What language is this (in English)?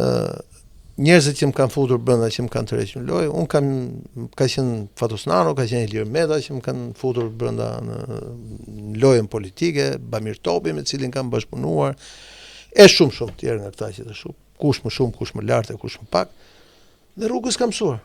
Albanian